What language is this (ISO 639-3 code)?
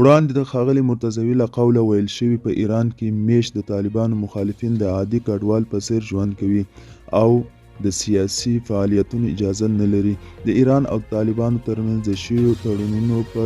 pus